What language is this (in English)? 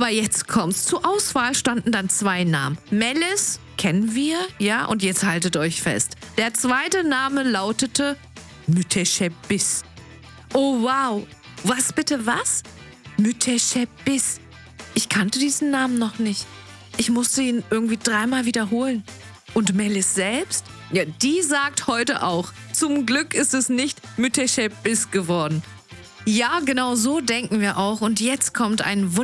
German